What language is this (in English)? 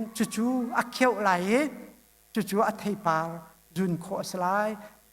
Hakha Chin